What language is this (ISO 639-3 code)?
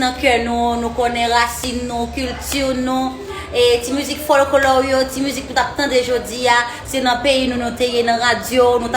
hat